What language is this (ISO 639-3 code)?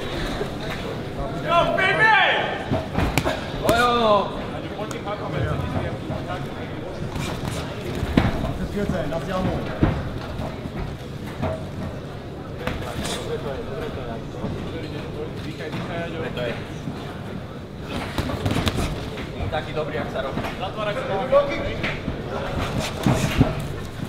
slk